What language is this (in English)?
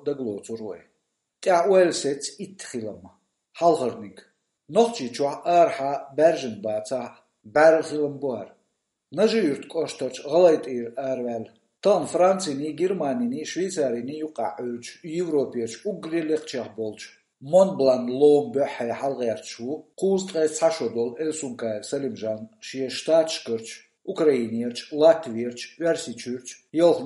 Chechen